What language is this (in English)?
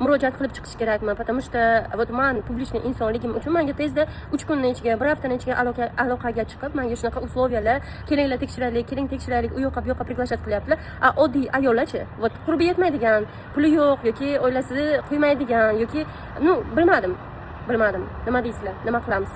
Uzbek